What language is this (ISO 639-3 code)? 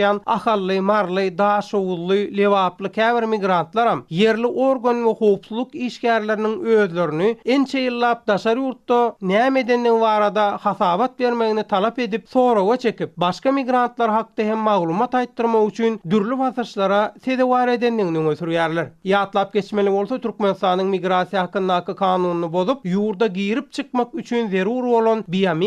tuk